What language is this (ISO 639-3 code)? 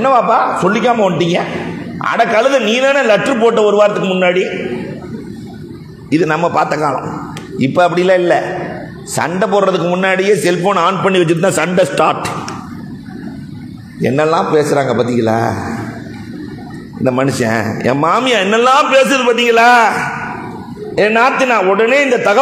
tam